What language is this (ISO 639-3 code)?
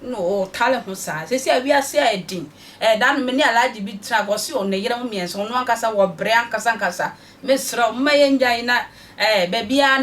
aka